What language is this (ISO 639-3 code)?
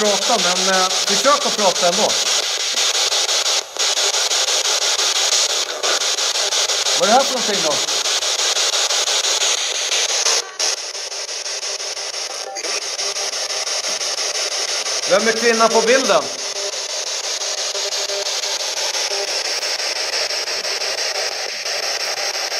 swe